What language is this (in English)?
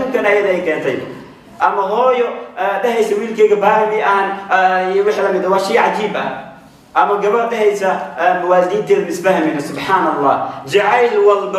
Somali